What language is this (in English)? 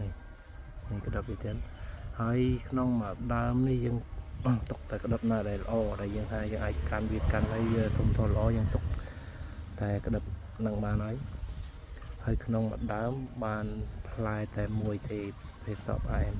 Khmer